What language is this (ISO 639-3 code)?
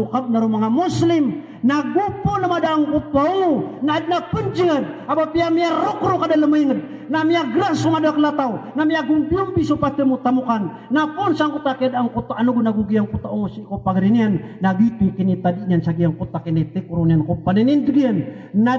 mrw